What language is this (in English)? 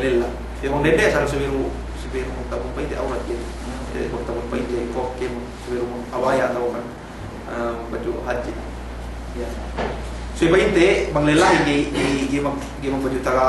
Yakan